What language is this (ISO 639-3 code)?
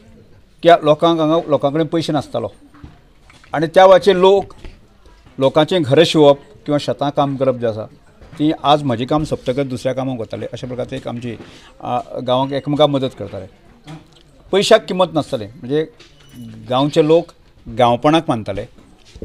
kok